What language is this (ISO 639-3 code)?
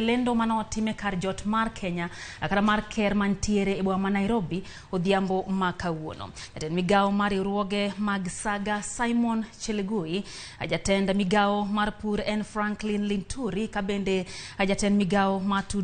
luo